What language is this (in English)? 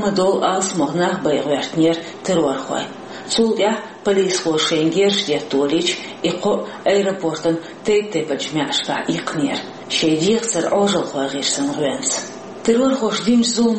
Chechen